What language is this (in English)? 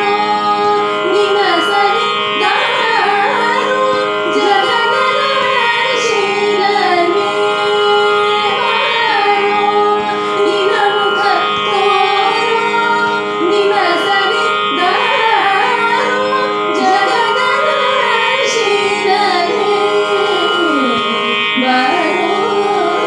Kannada